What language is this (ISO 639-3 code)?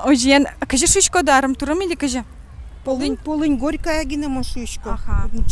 udm